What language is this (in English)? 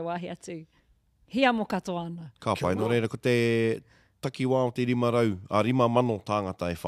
Māori